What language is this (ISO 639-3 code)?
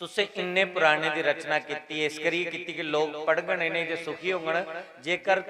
doi